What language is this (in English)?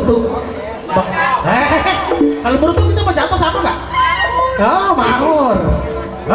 Betawi